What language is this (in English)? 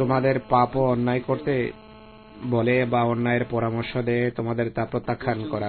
Bangla